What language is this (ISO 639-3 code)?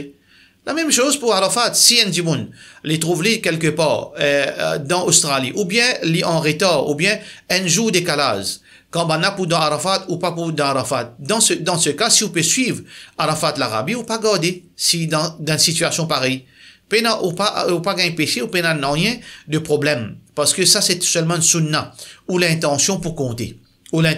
mfe